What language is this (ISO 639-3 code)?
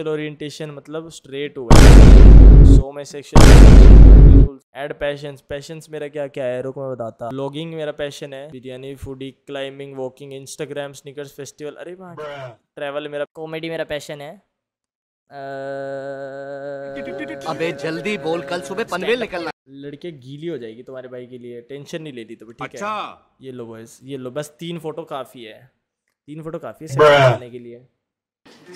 hin